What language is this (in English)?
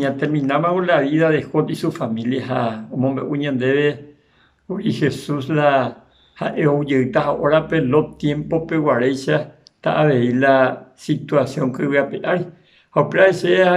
Guarani